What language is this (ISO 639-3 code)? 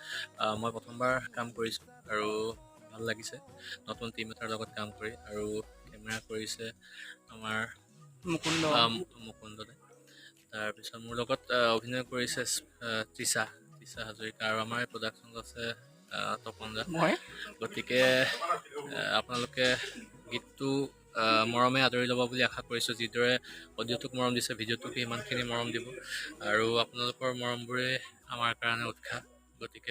asm